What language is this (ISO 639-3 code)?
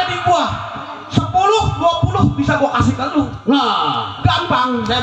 bew